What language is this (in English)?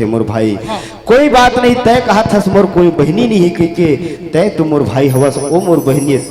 Chhattisgarhi